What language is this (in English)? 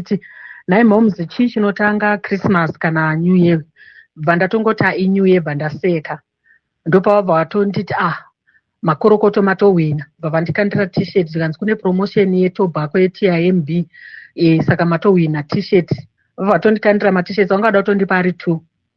Shona